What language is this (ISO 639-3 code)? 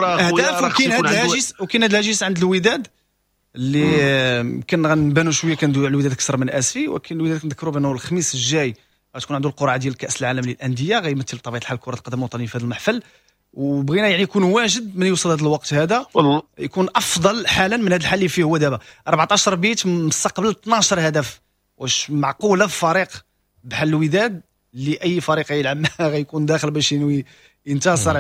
ary